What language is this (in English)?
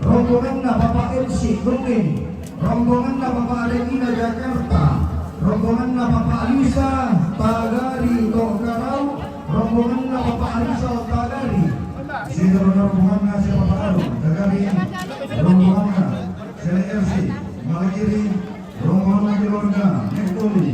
Toraja-Sa'dan